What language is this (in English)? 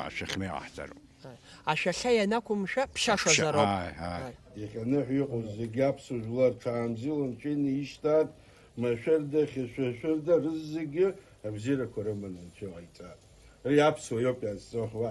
Abkhazian